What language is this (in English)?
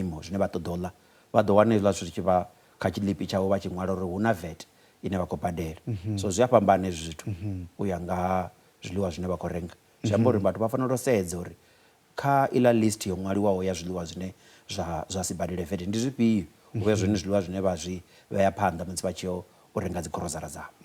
Venda